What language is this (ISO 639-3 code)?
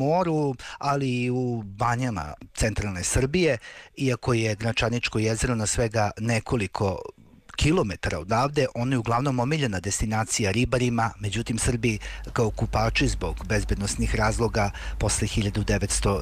srp